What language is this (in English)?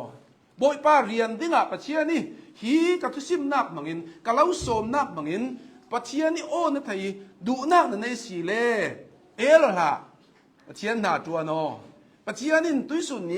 Hakha Chin